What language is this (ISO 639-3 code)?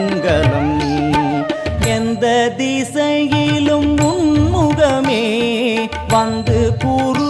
tam